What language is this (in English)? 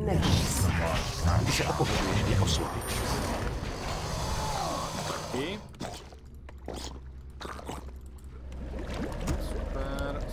Czech